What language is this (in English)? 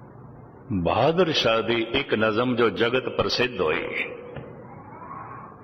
Punjabi